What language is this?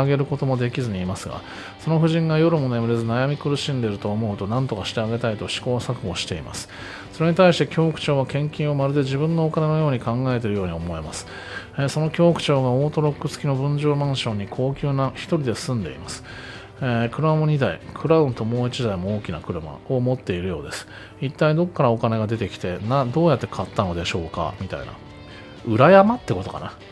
Japanese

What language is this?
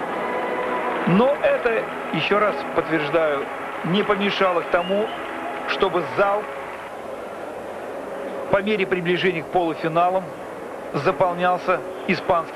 Russian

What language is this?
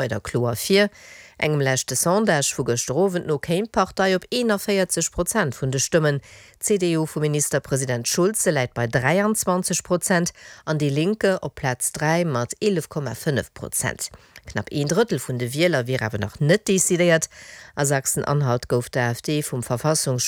Luxembourgish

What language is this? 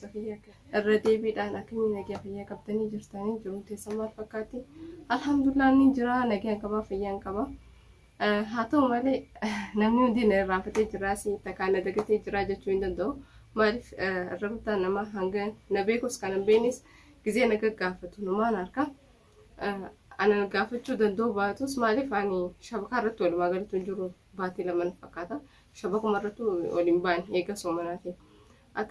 Oromo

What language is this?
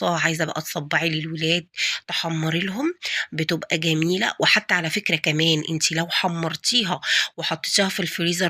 Egyptian Arabic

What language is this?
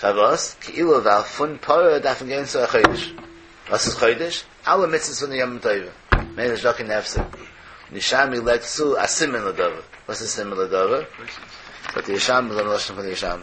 Yiddish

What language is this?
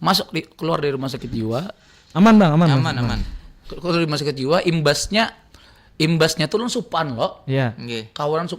Banjar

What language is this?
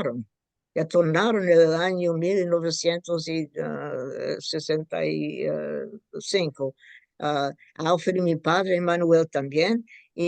Ladino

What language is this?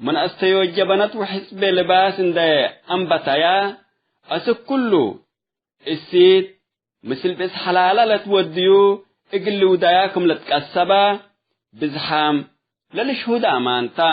Tigre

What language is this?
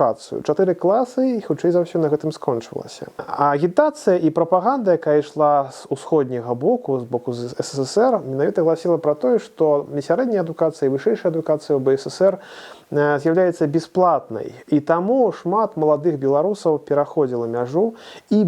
Belarusian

